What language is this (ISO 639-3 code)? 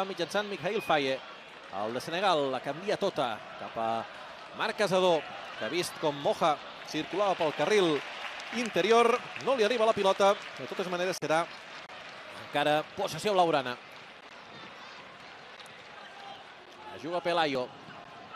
cat